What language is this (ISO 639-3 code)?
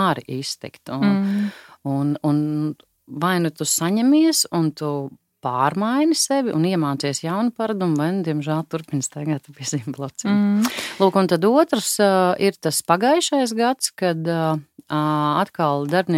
lav